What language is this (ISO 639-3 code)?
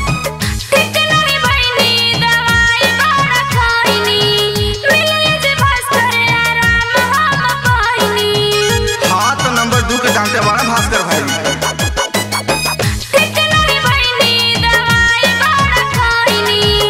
bho